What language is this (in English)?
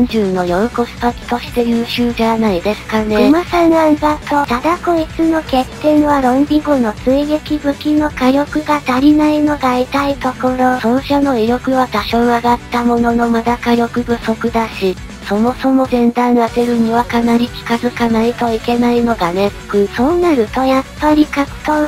Japanese